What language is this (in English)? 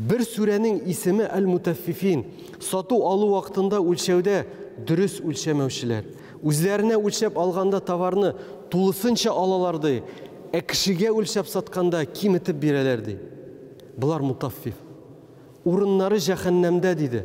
Tatar